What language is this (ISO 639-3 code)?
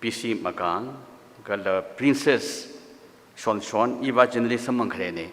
nmf